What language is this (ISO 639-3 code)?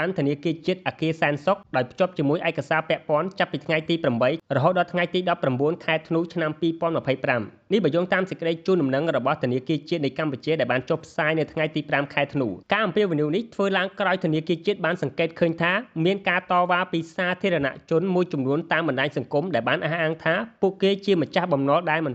khm